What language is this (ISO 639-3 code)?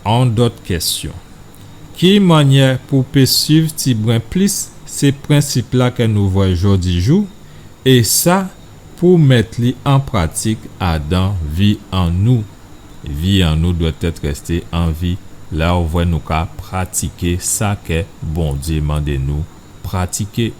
gcf